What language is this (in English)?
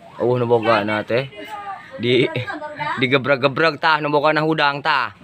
Sundanese